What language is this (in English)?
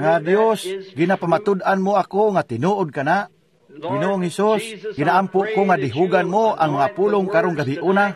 Cebuano